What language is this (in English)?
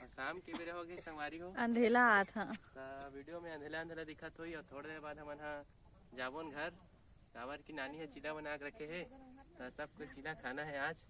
Chhattisgarhi